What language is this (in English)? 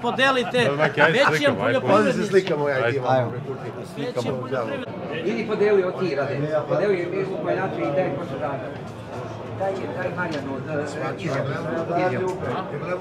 Serbian